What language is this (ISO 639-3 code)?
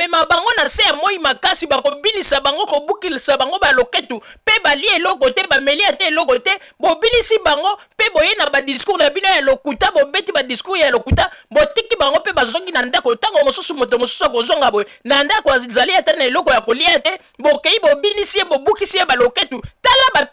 lin